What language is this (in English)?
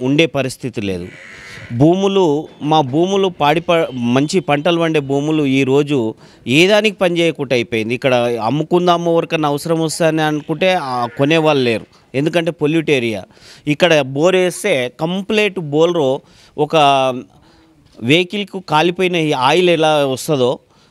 Telugu